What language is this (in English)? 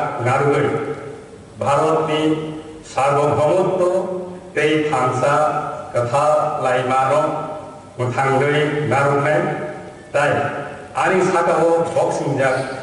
Kok Borok